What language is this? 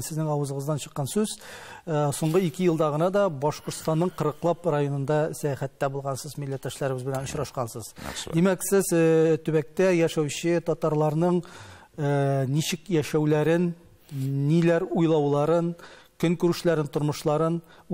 Tatar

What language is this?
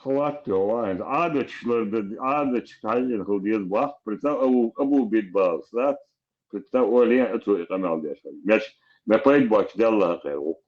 Chechen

